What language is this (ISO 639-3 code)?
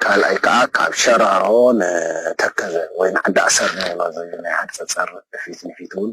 tir